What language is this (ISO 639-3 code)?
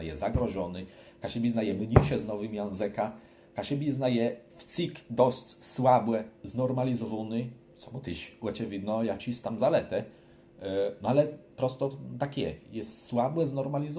csb